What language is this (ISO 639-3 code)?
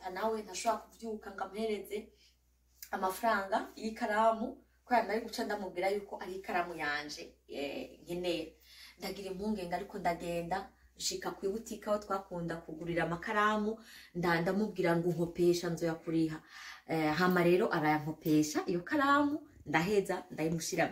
run